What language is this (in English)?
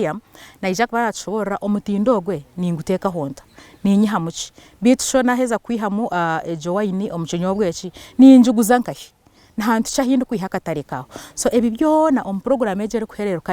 Nyankole